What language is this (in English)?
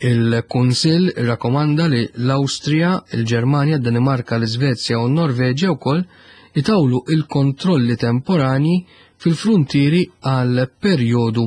Maltese